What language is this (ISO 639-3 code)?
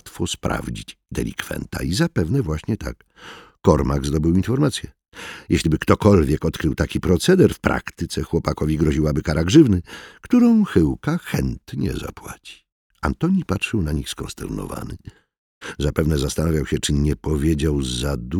pol